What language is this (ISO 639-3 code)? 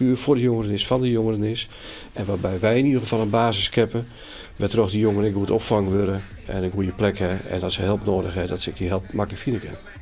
fry